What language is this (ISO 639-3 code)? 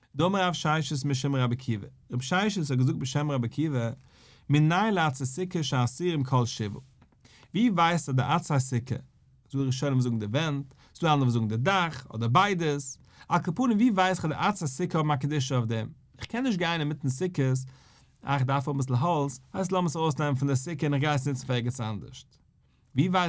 yid